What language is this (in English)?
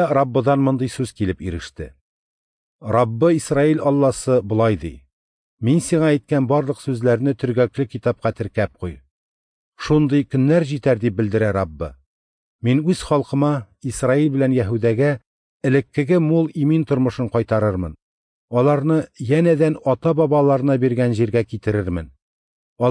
Tatar